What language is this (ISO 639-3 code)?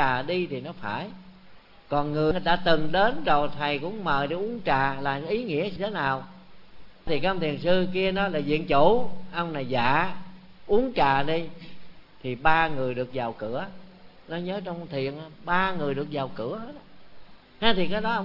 vie